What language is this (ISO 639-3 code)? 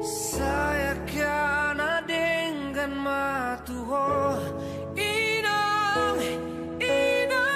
bbc